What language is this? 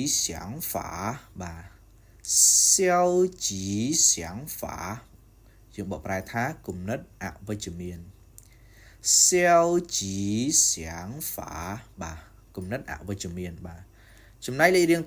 Khmer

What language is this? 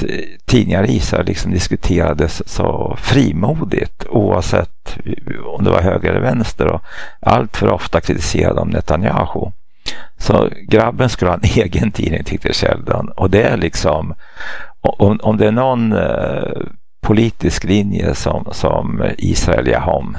Swedish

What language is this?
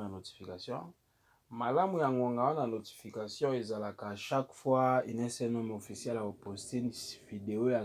Lingala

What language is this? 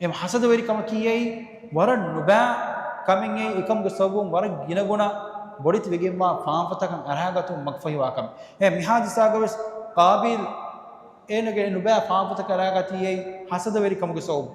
Divehi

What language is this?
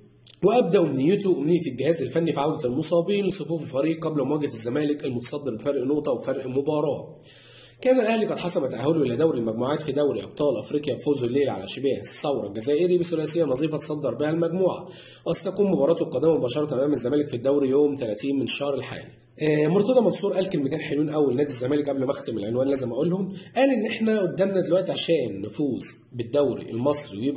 Egyptian Arabic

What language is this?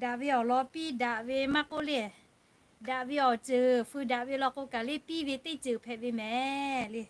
Lahu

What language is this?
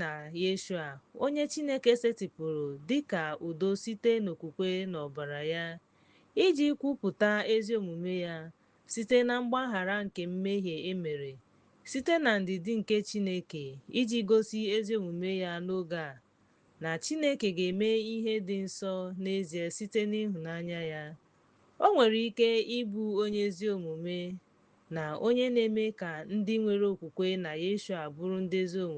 Igbo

